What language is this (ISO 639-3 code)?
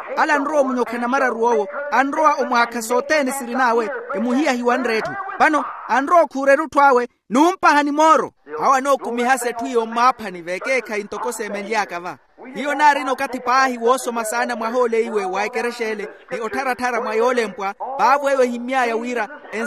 vmw